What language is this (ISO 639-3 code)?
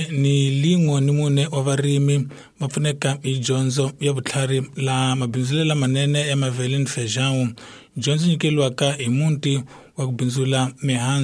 tso